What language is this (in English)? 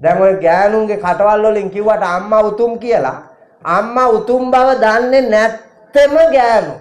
Sinhala